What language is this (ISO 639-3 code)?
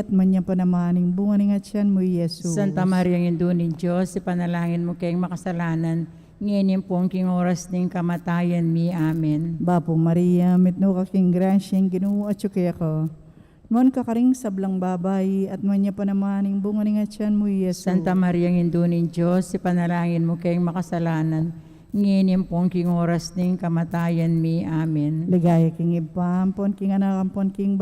pam